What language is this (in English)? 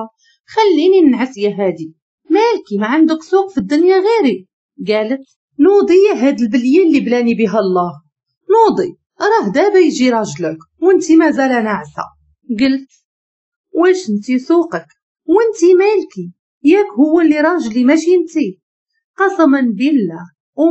Moroccan Arabic